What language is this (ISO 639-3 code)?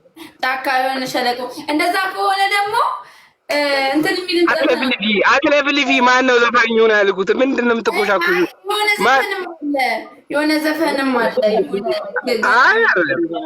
amh